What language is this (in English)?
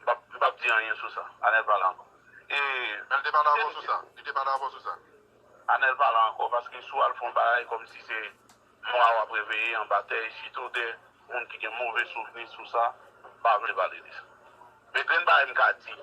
Haitian Creole